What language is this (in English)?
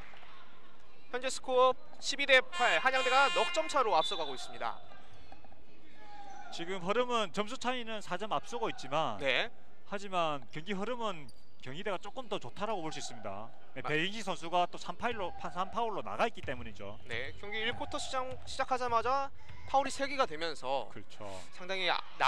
Korean